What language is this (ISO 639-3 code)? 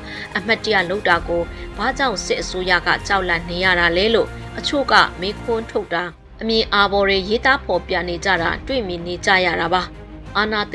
mya